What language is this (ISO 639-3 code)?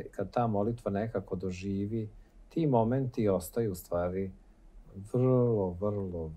srp